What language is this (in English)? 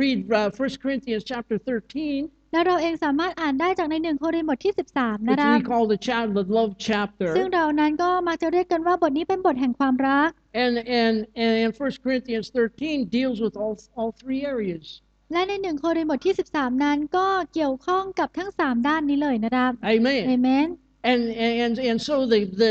Thai